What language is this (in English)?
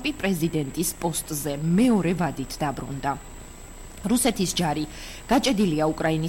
Georgian